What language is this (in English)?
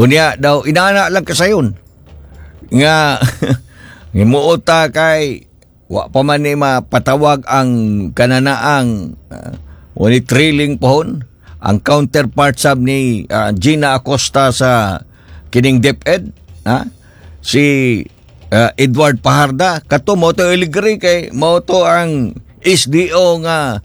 Cebuano